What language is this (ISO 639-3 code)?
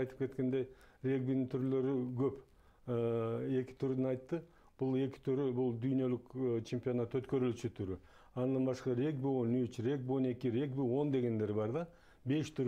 kir